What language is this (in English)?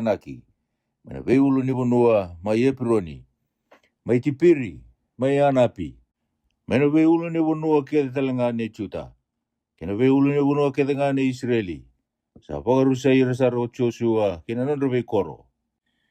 Fijian